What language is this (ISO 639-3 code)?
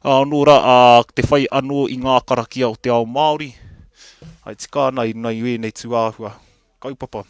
mri